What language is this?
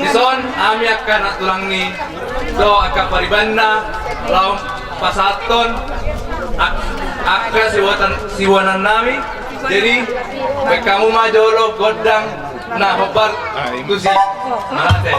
Batak Toba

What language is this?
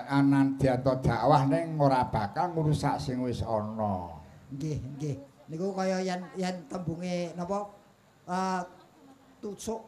Javanese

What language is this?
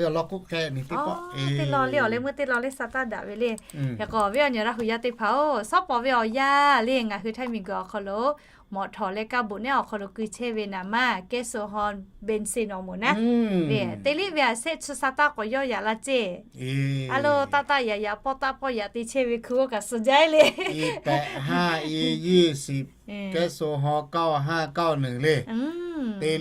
Lahu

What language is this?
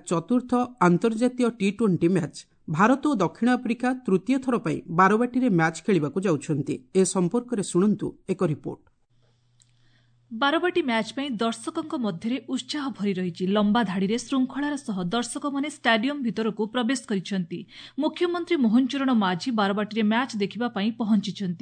Odia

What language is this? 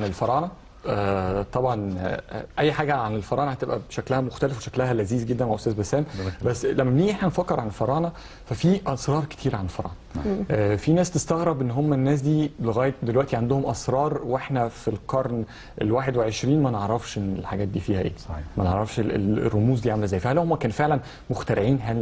Egyptian Arabic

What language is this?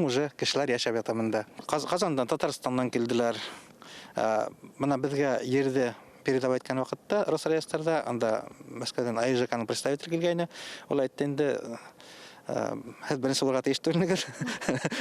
Bashkir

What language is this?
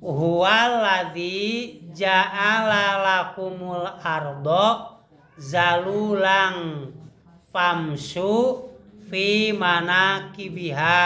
Sundanese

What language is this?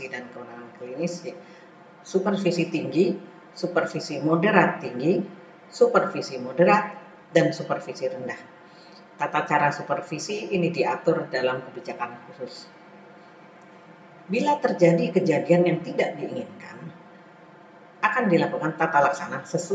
Indonesian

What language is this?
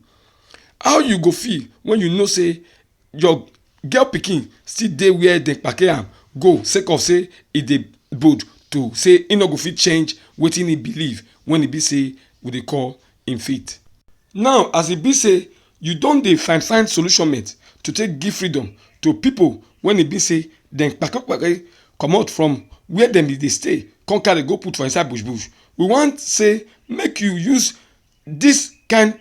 Nigerian Pidgin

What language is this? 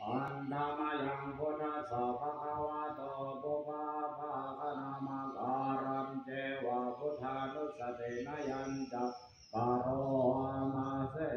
Pali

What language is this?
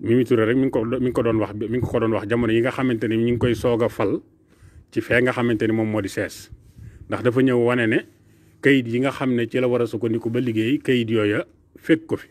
Wolof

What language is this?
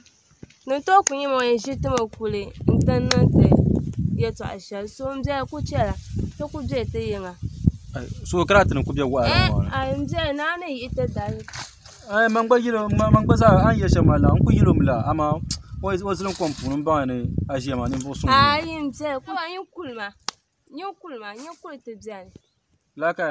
Dagbani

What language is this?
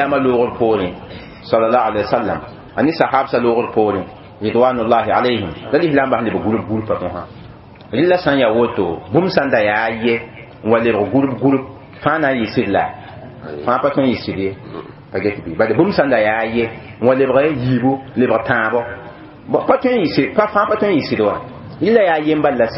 Mossi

